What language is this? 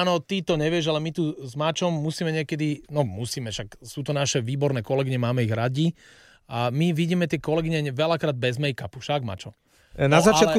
Slovak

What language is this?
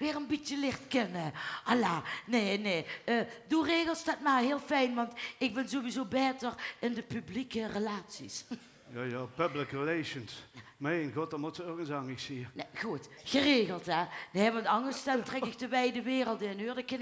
Limburgish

